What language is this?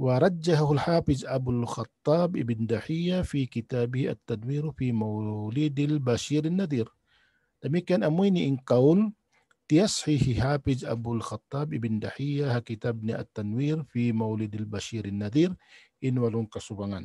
Tausug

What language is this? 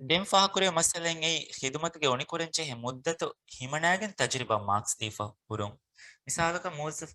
Divehi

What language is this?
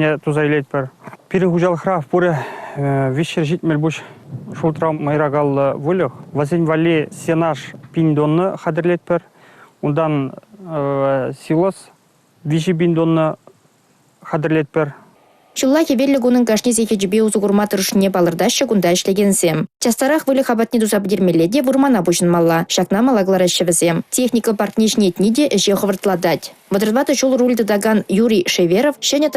Chuvash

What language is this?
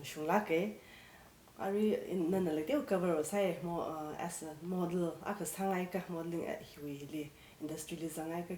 Tangkhul Naga (India)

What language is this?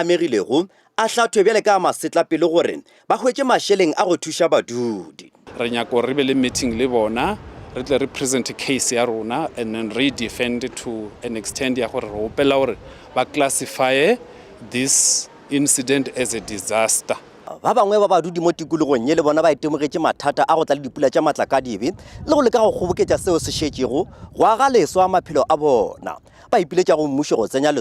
Northern Sotho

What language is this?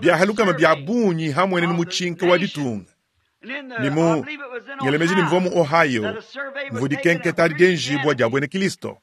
Luba-Lulua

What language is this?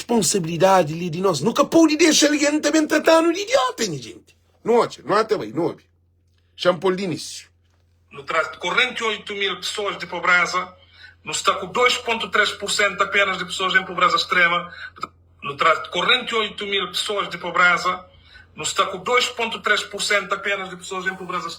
Kabuverdianu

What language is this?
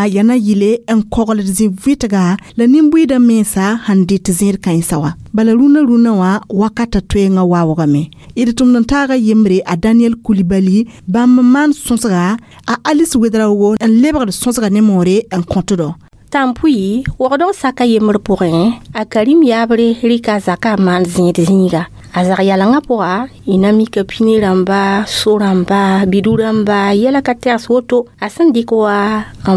Mossi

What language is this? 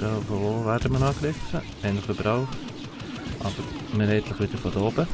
Swiss German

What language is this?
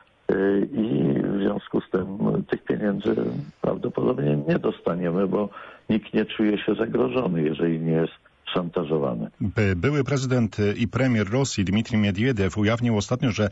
Polish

